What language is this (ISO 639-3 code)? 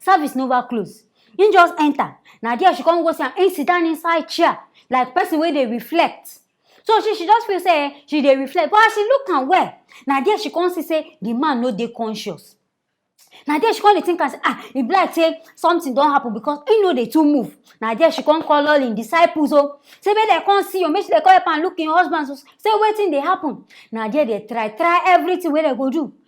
pcm